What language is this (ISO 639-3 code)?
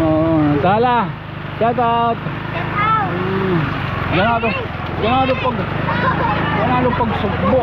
war